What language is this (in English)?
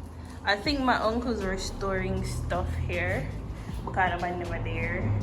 Jamaican Creole English